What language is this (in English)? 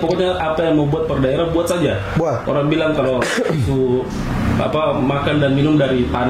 Ambonese Malay